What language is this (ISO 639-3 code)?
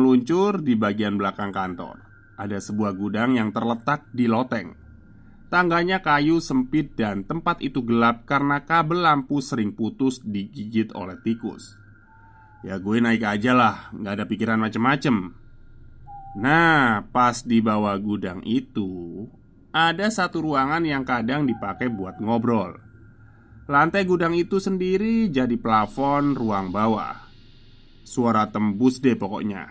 ind